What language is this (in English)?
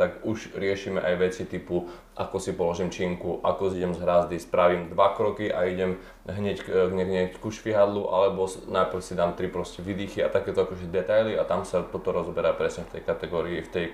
Slovak